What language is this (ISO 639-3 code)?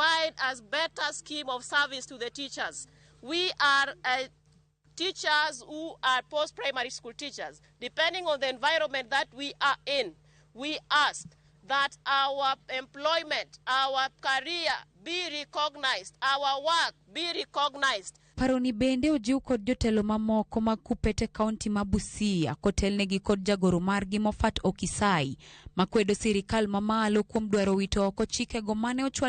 luo